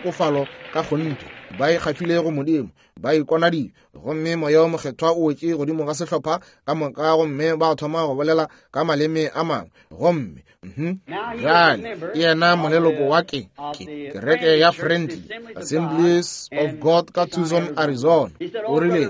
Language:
Northern Sotho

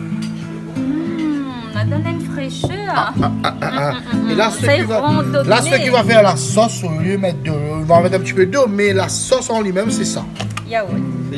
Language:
Réunion Creole French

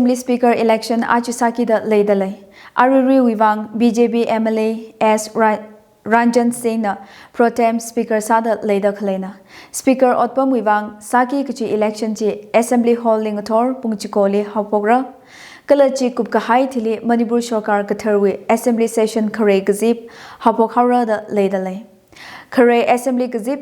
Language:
Tangkhul Naga (India)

